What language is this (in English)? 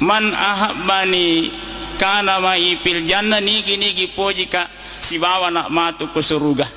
Buginese